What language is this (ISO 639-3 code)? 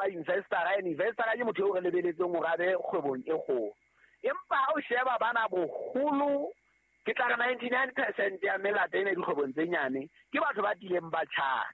sot